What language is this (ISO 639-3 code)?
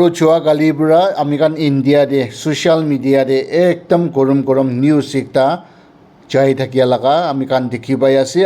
nag